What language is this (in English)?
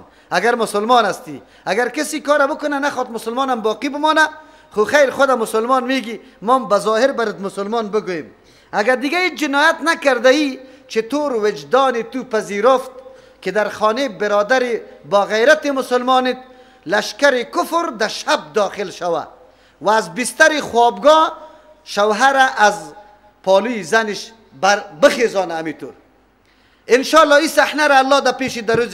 Persian